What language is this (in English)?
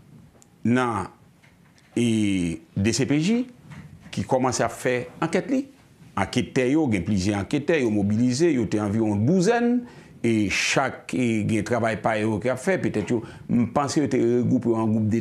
Haitian Creole